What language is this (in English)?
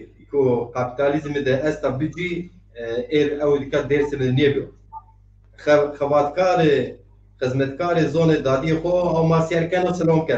Zaza